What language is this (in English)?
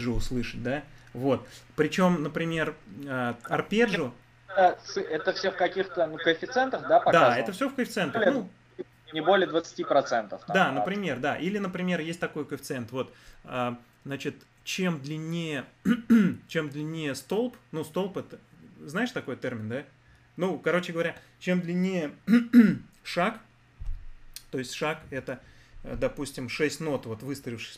Russian